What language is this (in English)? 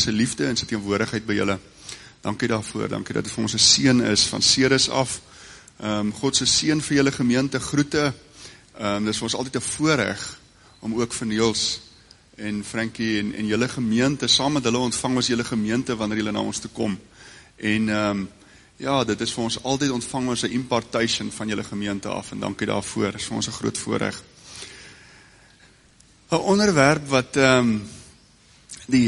Afrikaans